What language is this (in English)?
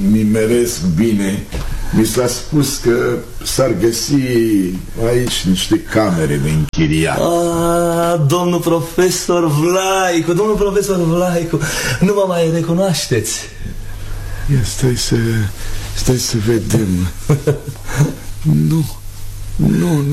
Romanian